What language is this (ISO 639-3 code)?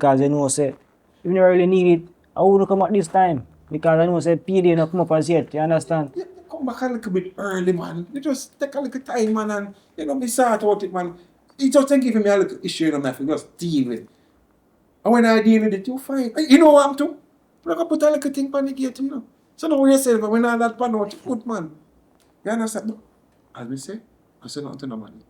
jam